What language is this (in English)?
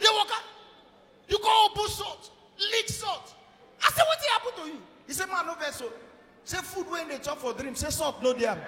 Nigerian Pidgin